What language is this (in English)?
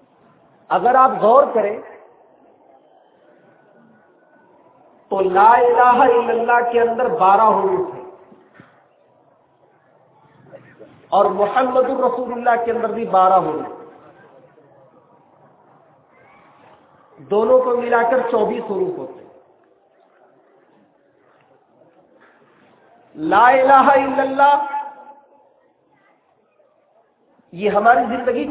Urdu